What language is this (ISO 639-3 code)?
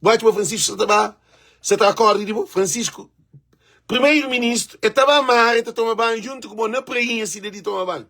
kea